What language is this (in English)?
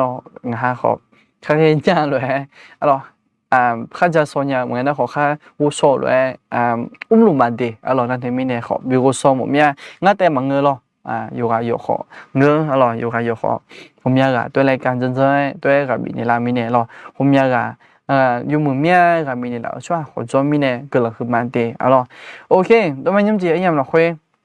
Akha